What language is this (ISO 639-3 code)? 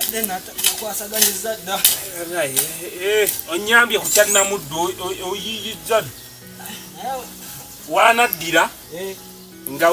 lug